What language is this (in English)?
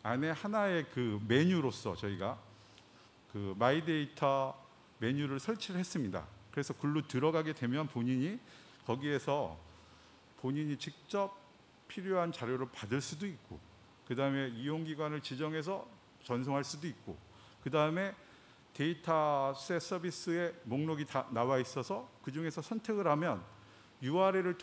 Korean